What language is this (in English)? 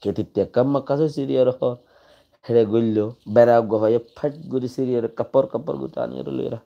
Rohingya